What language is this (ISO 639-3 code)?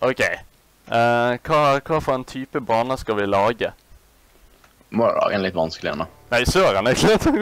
nor